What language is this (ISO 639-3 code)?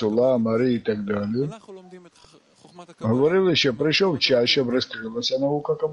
ukr